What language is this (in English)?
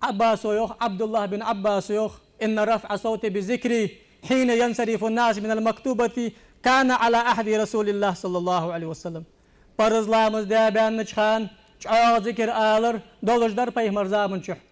Ingush